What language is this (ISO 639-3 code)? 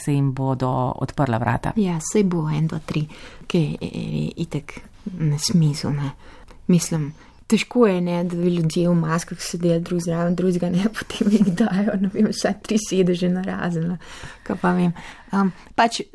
slv